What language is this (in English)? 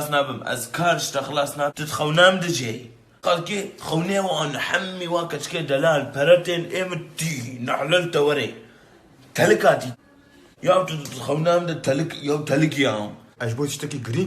Kurdish